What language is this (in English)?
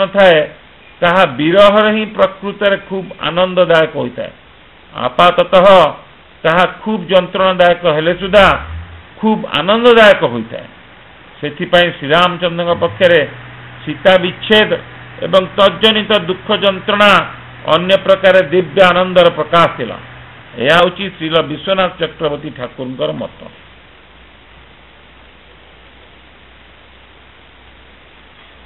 Odia